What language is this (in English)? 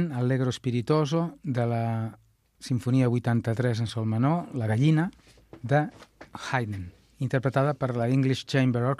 Catalan